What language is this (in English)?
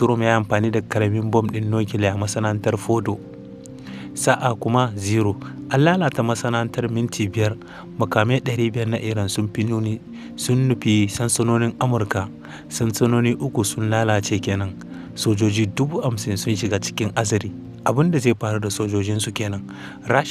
Hausa